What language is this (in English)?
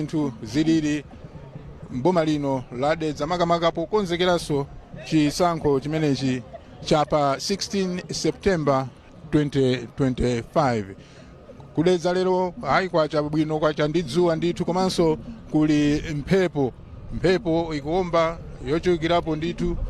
Nyanja